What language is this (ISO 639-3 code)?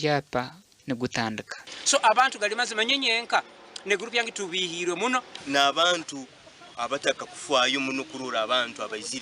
nyn